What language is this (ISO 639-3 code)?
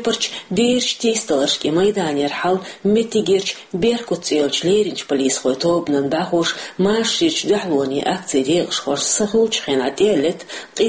che